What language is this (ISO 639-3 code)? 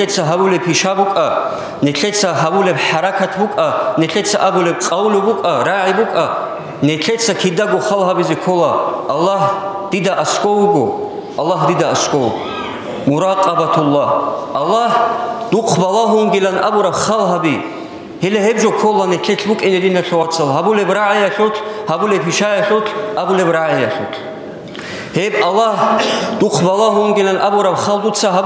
ava